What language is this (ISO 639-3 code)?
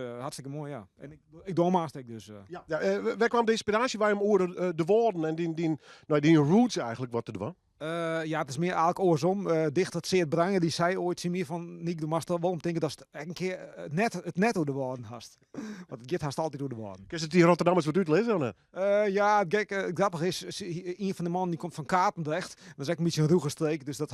fry